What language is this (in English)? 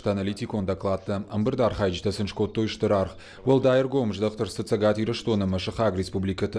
Ossetic